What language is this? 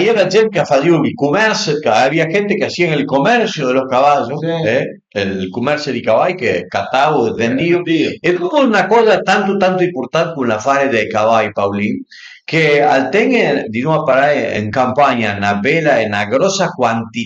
Piedmontese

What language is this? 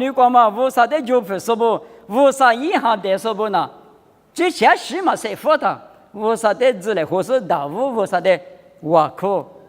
Lisu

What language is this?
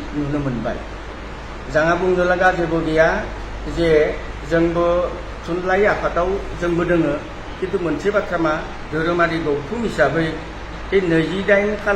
Bodo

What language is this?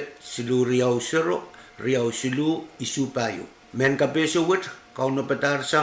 Pohnpeian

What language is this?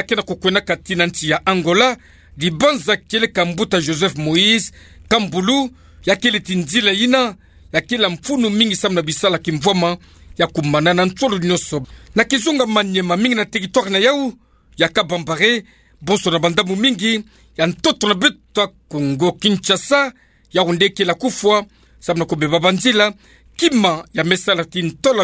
Kituba (Democratic Republic of Congo)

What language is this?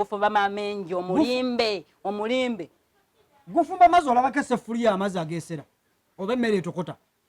Ganda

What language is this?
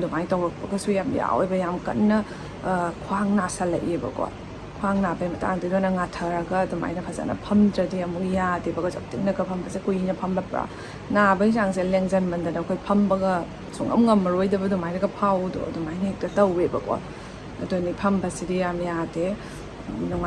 Manipuri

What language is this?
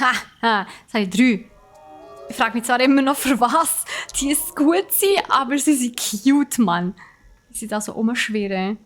Swiss German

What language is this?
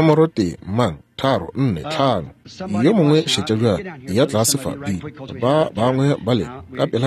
Northern Sotho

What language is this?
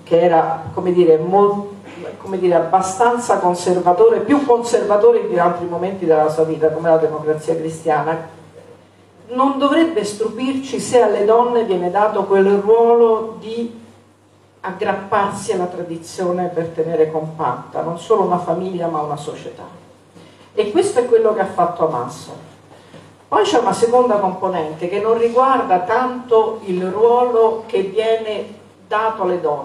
Italian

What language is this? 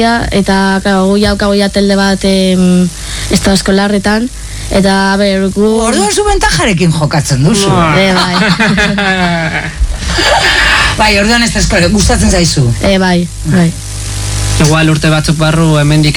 Basque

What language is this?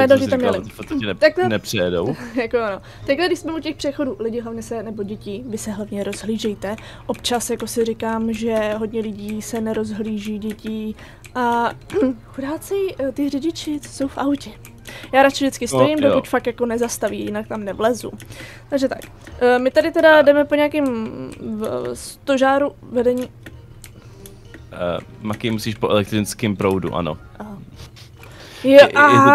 Czech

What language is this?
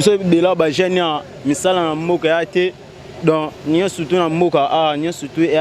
Lingala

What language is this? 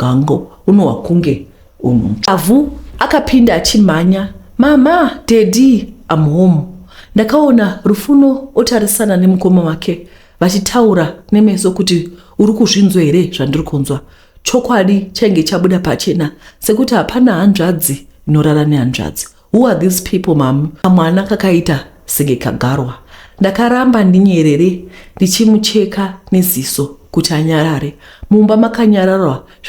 Shona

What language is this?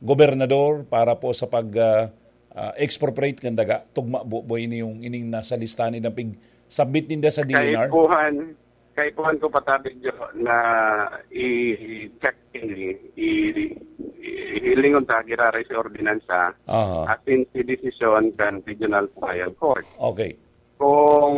Bikol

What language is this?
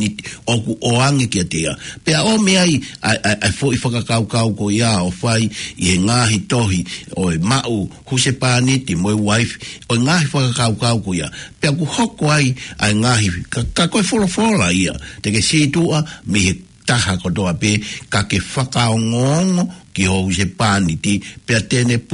Tongan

